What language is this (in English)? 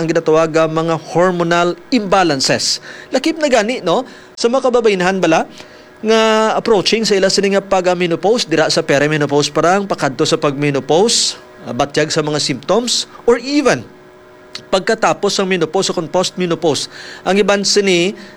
Hiligaynon